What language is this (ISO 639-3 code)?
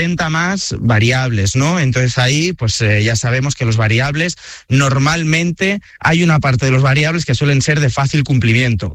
spa